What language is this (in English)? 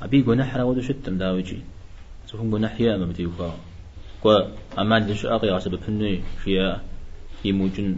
Kabardian